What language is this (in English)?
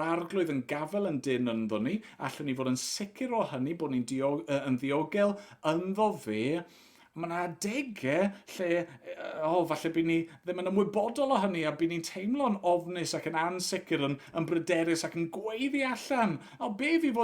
Welsh